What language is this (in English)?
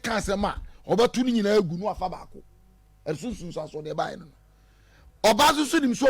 Akan